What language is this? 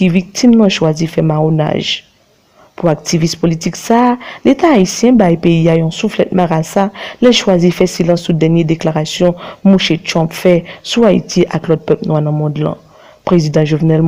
Haitian Creole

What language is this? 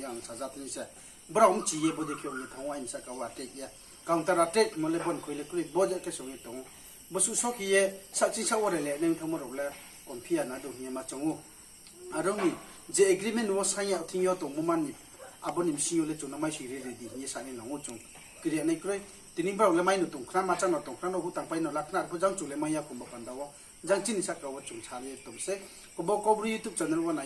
Riang (India)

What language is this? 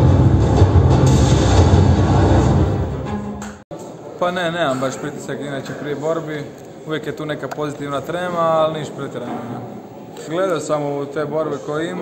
Croatian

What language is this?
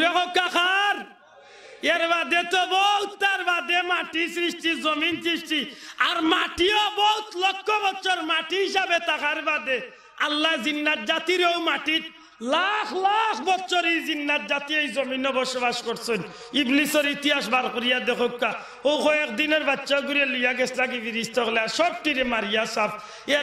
Sylheti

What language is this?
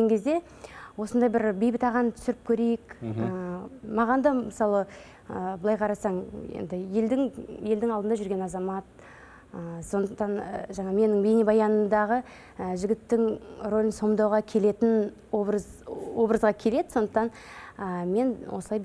Kazakh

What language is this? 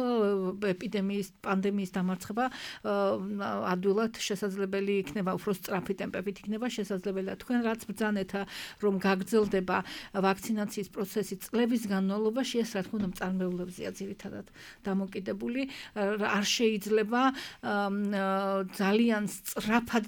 Georgian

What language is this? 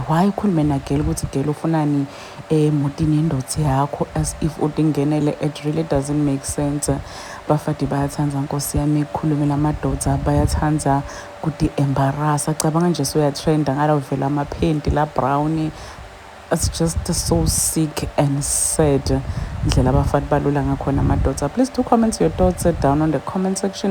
Zulu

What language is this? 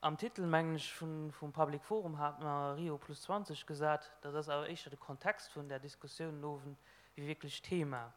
Luxembourgish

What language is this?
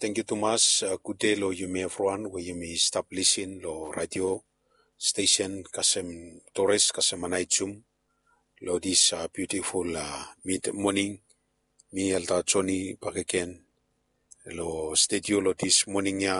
Bislama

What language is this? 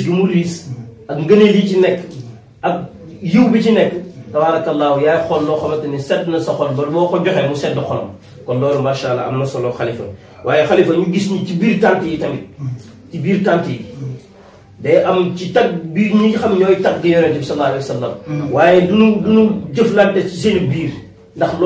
Wolof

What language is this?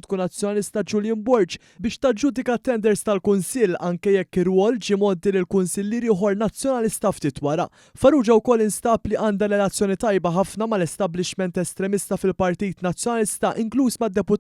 Maltese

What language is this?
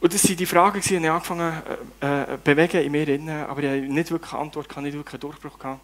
Swiss German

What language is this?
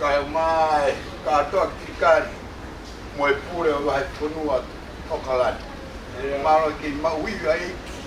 Tongan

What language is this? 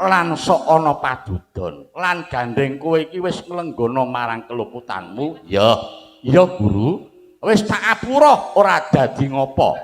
Javanese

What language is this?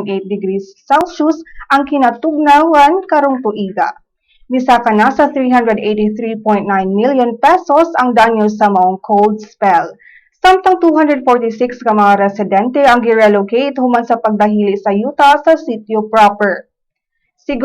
Cebuano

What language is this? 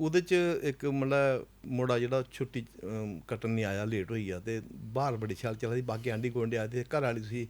Dogri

